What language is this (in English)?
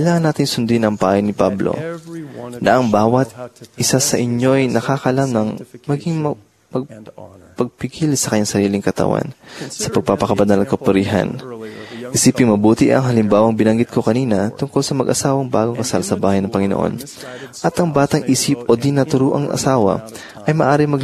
Filipino